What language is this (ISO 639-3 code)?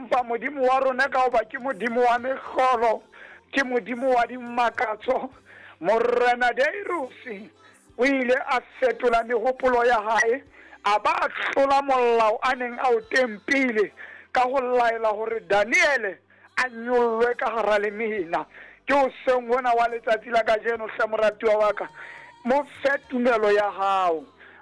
sot